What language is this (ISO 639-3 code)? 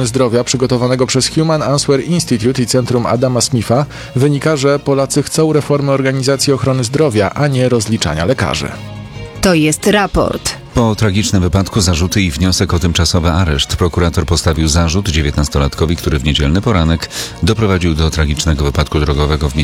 pol